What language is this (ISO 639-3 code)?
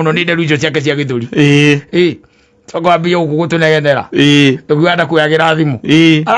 kik